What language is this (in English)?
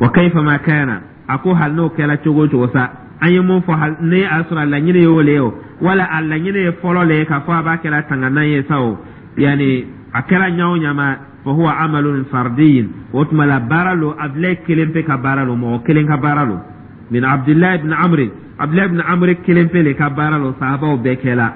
Dyula